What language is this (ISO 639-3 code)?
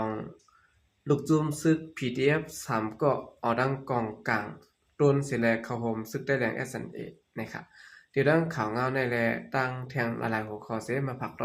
shn